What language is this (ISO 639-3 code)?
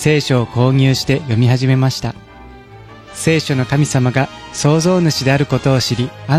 jpn